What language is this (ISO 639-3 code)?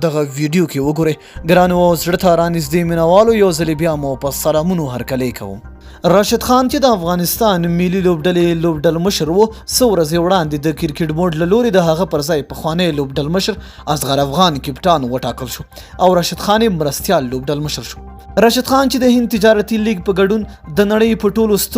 pus